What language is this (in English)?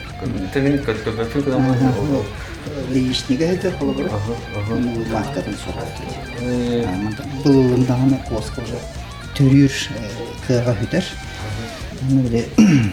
Yakut